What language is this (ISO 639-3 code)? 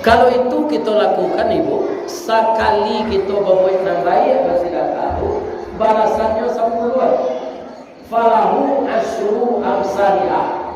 min